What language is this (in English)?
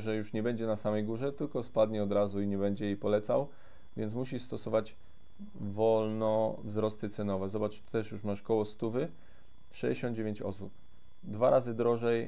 Polish